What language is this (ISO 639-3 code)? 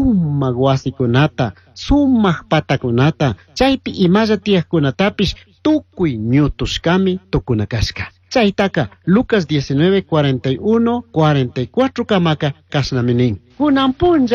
qug